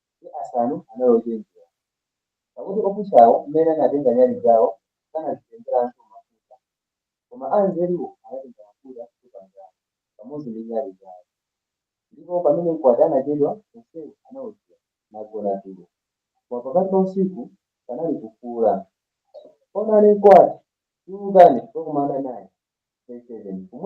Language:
Nyanja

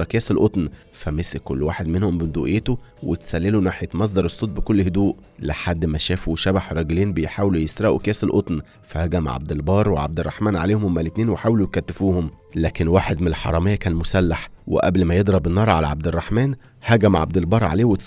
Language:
Egyptian Arabic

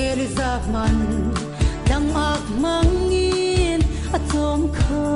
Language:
Falam Chin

